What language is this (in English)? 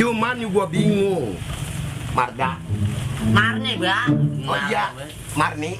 Betawi